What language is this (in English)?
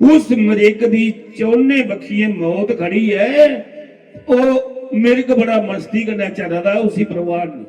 Dogri